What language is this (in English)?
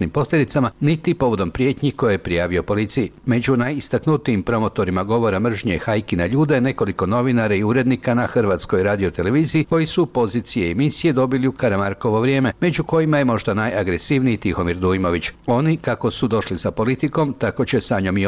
Croatian